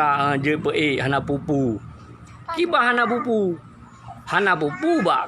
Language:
Achinese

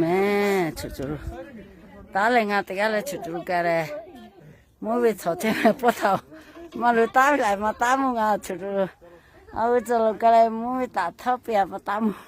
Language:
Lahu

